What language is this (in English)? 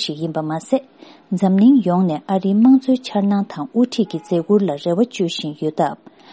Tibetan